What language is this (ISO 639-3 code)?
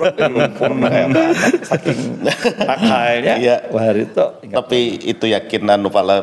bjn